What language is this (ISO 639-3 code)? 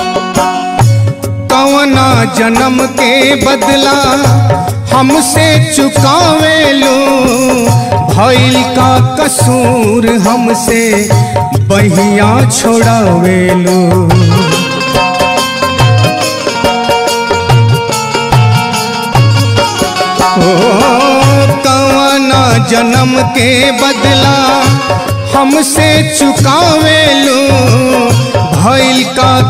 bho